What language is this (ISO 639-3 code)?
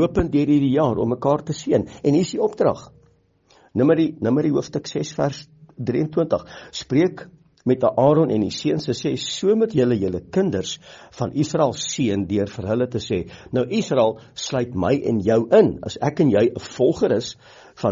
afr